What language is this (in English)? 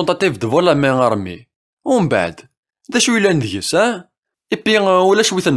Kabyle